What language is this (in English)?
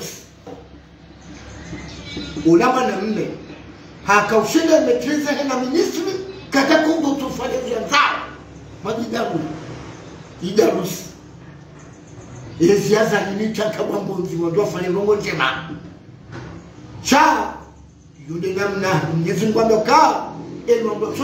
Swahili